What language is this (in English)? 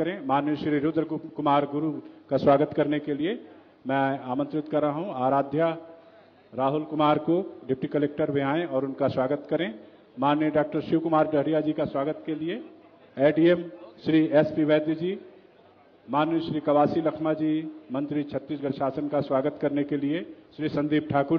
Hindi